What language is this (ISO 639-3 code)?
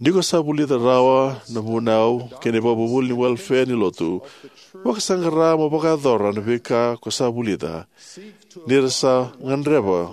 fij